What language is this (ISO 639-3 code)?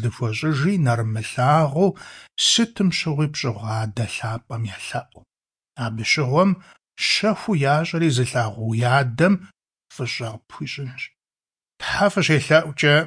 kbd